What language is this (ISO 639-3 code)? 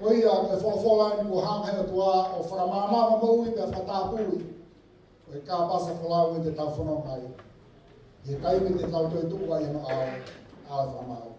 ton